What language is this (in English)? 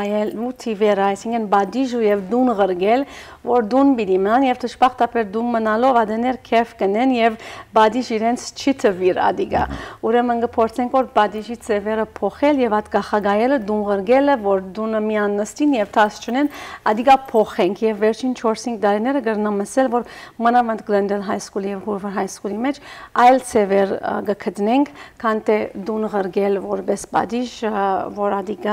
Western Armenian